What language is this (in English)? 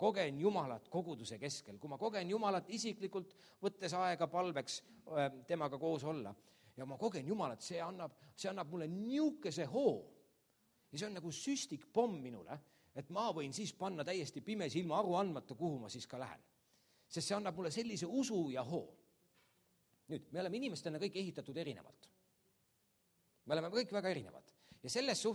Estonian